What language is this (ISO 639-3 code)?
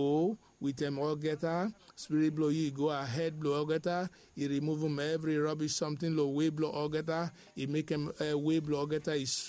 bis